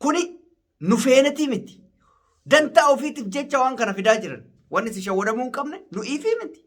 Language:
Oromo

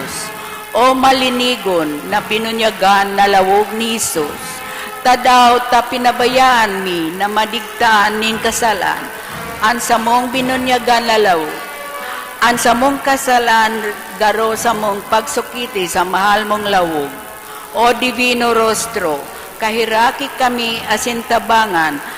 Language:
Bikol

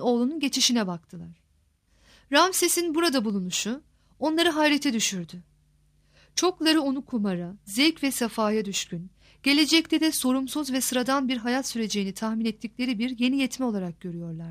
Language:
Turkish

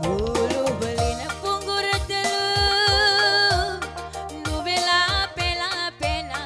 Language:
Batak Karo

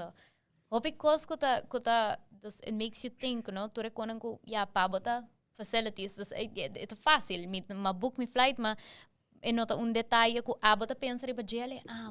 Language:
Papiamento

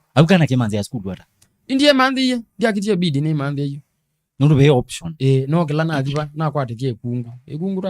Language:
Kamba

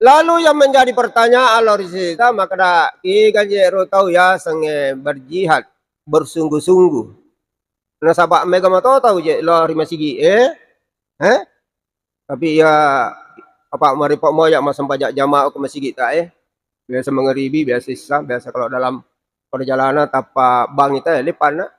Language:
Buginese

